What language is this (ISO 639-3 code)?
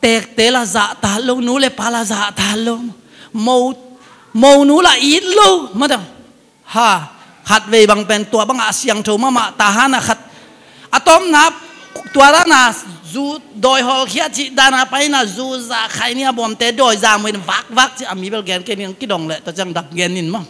ctd